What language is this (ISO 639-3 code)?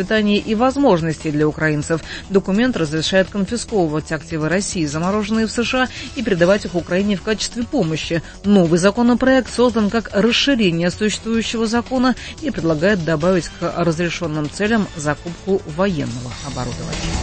rus